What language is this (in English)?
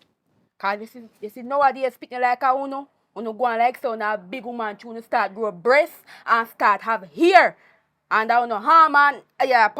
Jamaican Creole English